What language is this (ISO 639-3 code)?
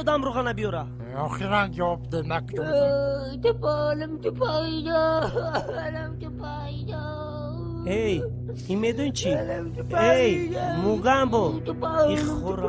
tgk